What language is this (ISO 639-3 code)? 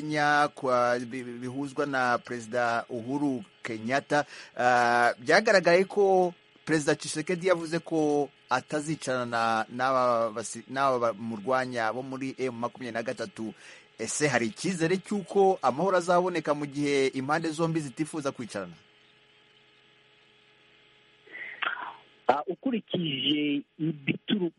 kin